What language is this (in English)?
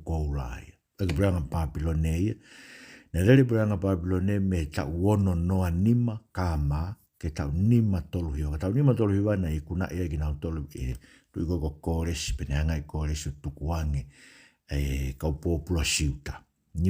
Tongan